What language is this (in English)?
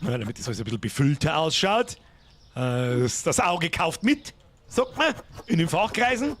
Bavarian